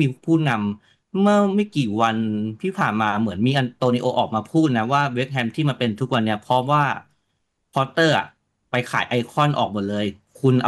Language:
Thai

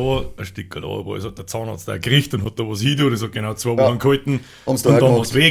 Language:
Bavarian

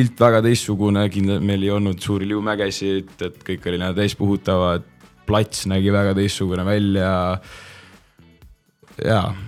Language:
Estonian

